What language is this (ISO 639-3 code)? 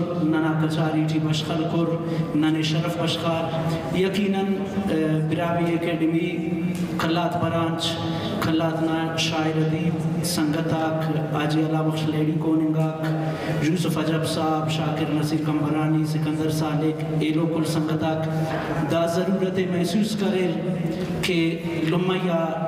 brh